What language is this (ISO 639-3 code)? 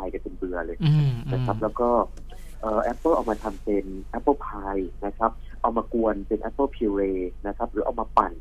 tha